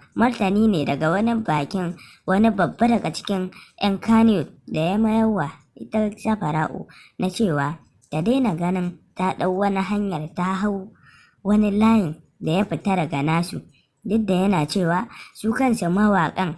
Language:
Hausa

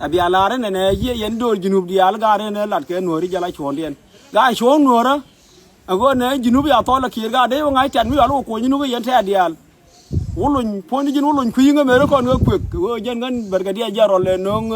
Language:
Nuer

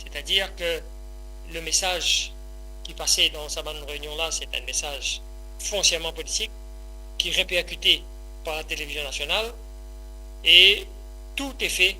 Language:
Morisyen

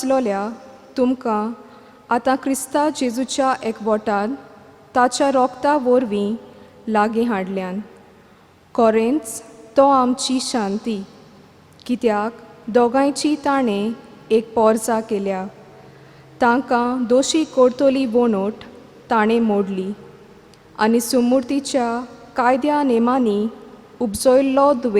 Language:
Konkani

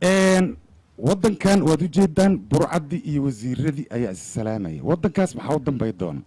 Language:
Somali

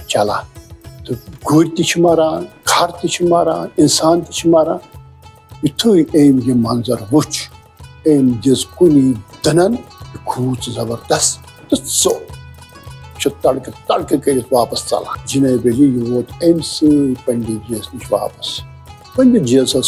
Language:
Kashmiri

